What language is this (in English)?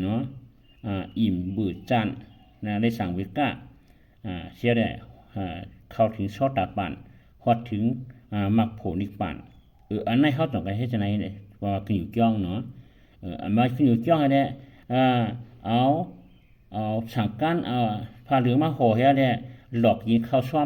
Shan